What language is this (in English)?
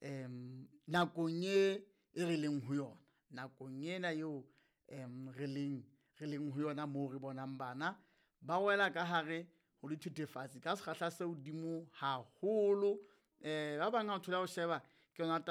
Southern Sotho